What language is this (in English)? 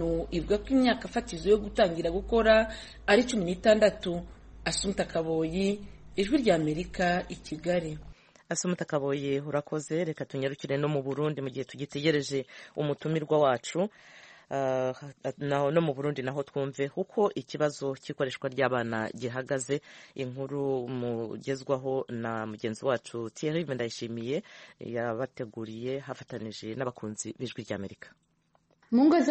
Kinyarwanda